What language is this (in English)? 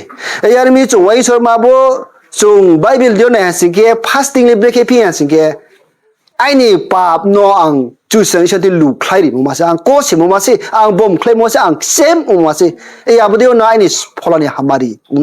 Riang (India)